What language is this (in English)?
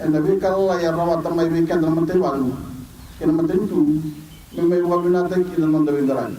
Fijian